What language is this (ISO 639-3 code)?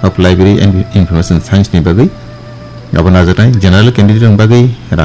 trp